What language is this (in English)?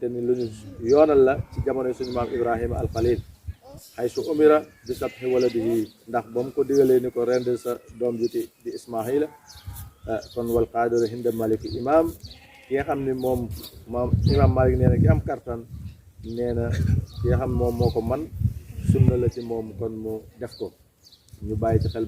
Wolof